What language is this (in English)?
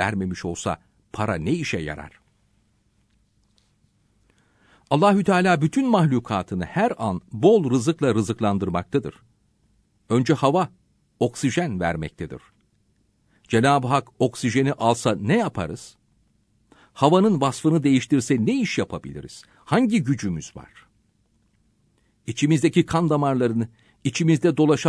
Turkish